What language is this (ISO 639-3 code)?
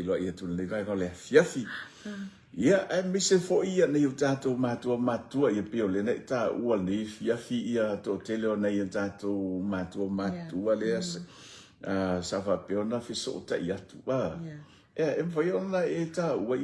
smo